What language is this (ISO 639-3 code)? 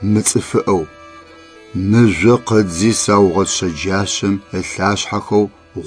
ady